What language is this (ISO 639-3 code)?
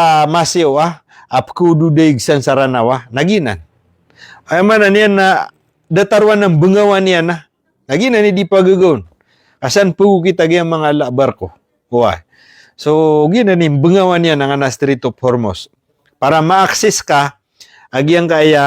mrw